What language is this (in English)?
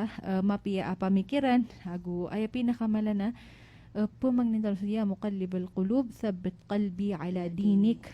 Maranao